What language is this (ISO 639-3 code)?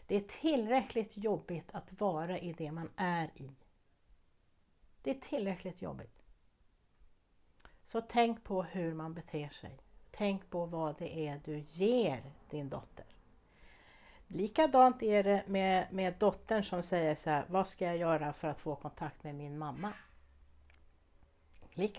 swe